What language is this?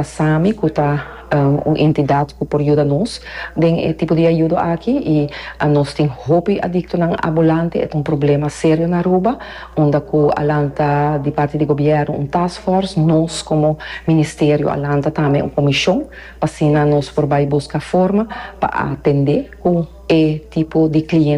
Papiamento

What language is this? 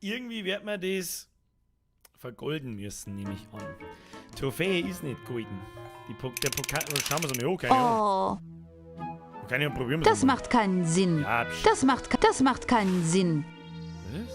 Bavarian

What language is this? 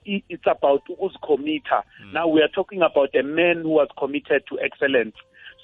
South Ndebele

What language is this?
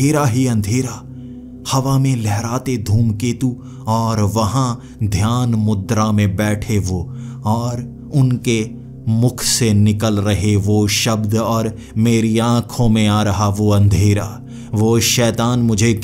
Hindi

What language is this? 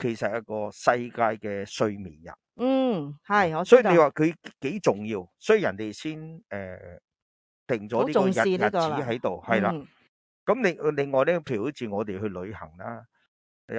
Cantonese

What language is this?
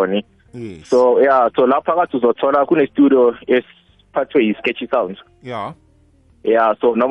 South Ndebele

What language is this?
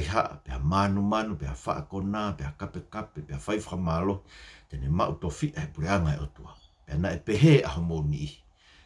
Tongan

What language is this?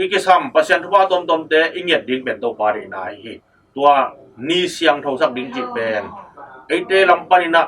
Tedim Chin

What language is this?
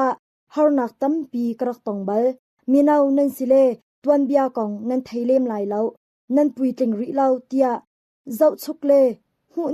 Hakha Chin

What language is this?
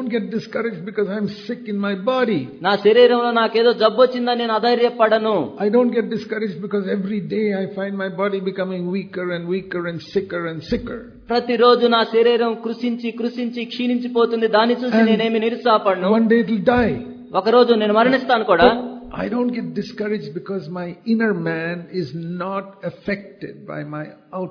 Telugu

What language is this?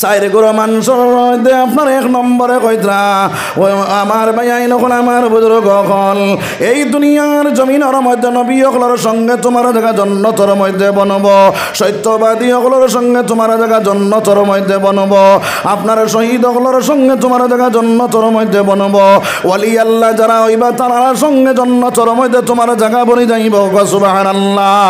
Sylheti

